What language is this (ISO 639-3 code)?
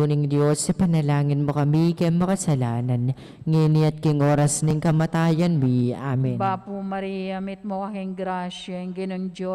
pam